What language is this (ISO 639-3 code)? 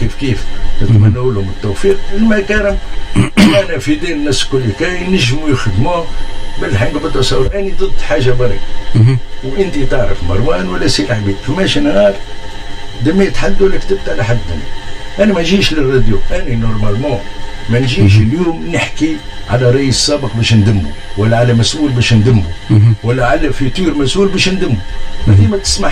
aeb